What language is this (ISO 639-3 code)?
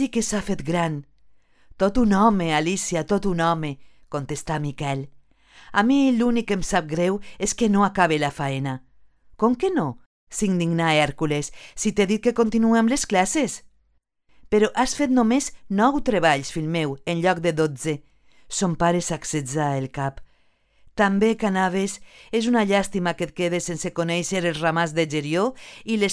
cat